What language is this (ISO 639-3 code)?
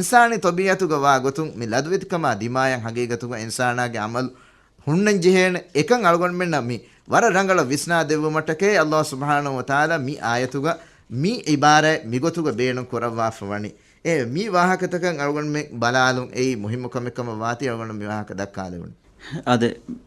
div